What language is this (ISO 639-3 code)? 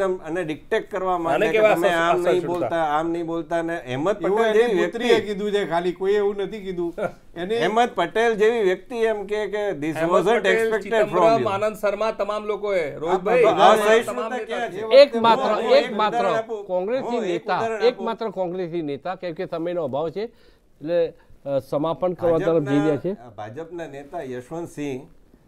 guj